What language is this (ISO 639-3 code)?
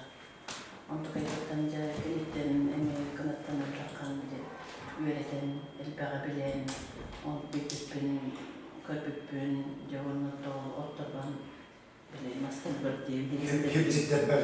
sah